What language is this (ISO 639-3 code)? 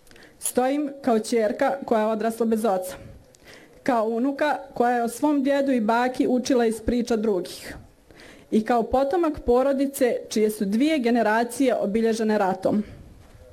bos